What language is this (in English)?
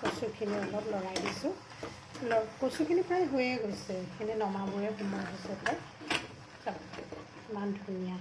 Assamese